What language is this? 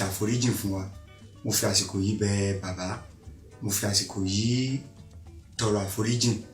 Yoruba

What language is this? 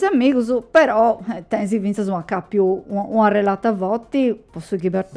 Sardinian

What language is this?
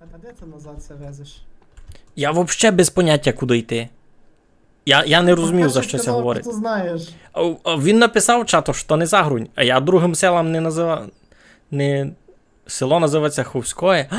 Rusyn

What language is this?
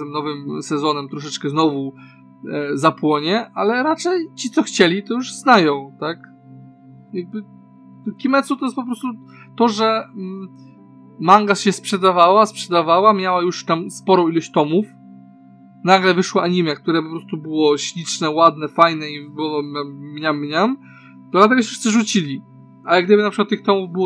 Polish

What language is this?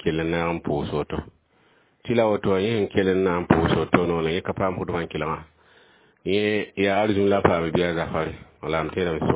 Mossi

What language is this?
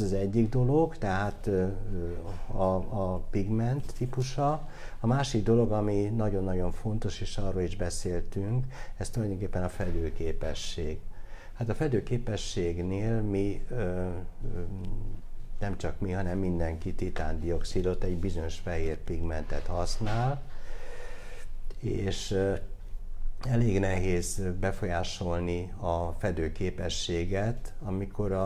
Hungarian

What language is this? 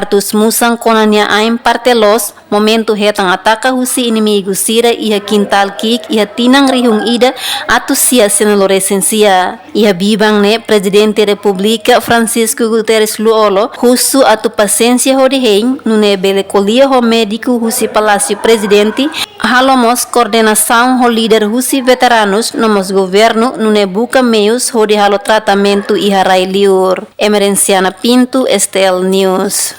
Tetum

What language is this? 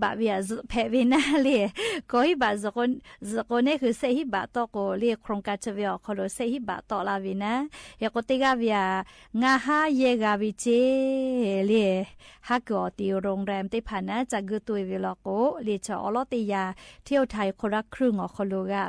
Lahu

